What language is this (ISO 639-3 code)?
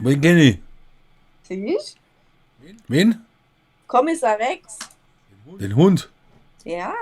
bar